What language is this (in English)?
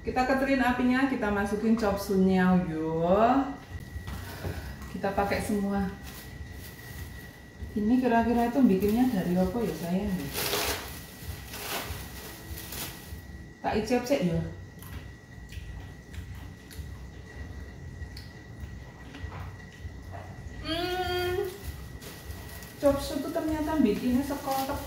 Indonesian